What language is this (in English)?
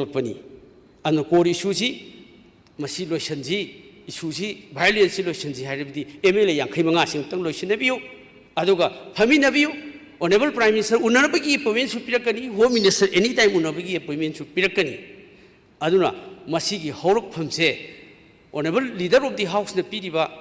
Manipuri